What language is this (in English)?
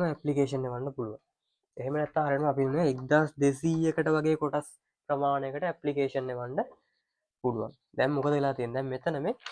Sinhala